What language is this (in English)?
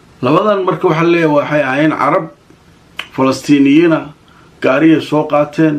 Somali